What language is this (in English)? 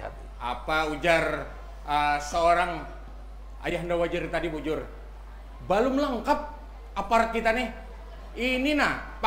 Banjar